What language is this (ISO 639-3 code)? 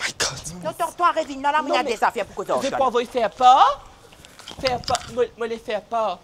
mfe